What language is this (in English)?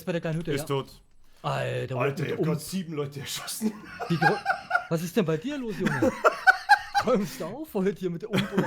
Bavarian